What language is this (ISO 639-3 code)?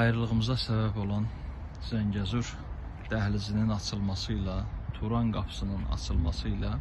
aze